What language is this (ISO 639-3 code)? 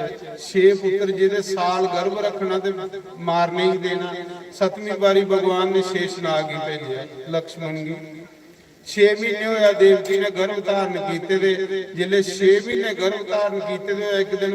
doi